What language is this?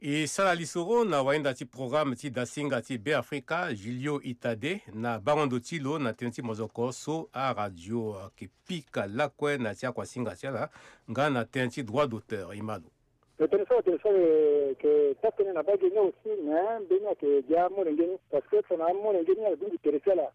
Sango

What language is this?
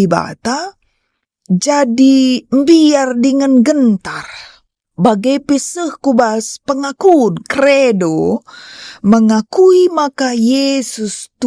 Batak Karo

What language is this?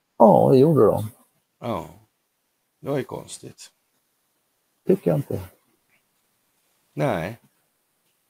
Swedish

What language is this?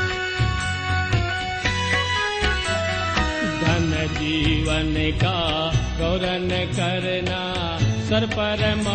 Bhojpuri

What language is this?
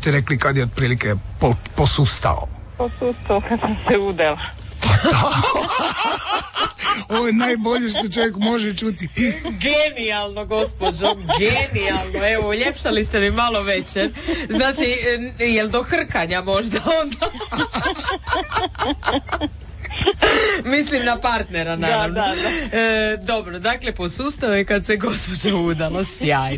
Croatian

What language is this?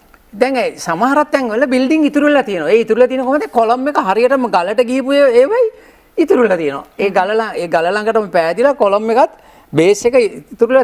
Sinhala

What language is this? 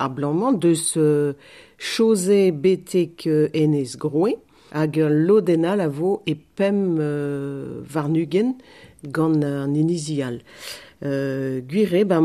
Breton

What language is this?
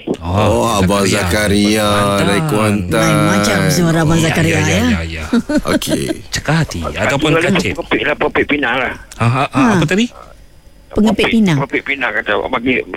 Malay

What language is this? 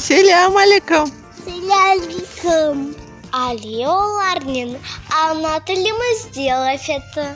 Crimean Tatar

